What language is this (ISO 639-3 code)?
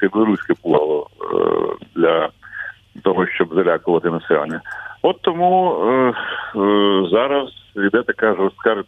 ukr